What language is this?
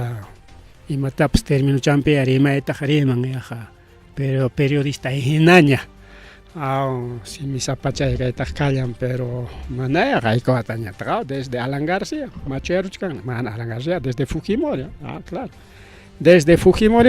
Ayacucho Quechua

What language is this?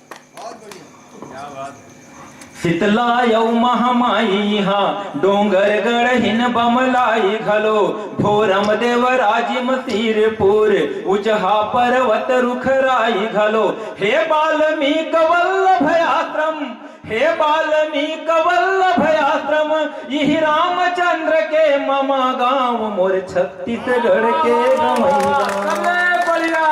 Chhattisgarhi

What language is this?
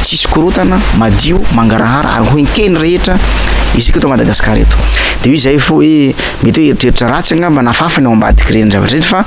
Malagasy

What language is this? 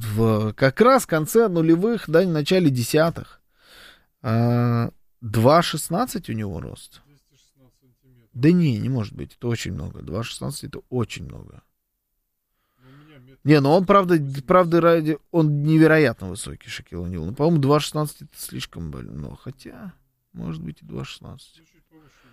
Russian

